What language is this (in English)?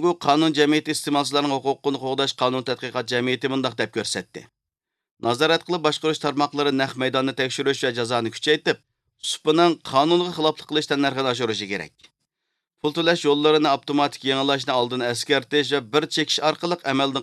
Uyghur